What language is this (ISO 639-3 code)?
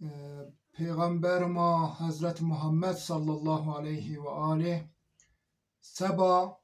zza